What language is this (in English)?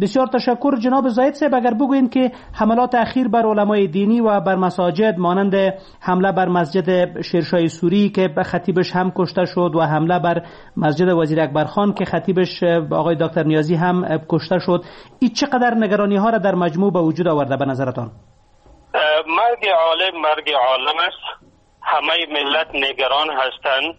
Persian